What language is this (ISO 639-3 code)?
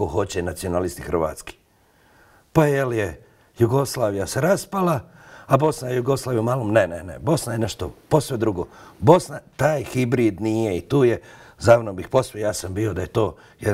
bos